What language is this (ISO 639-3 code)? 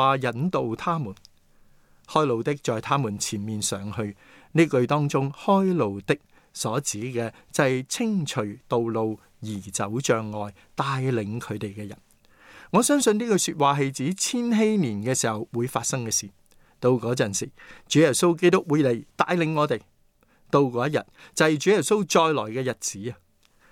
yue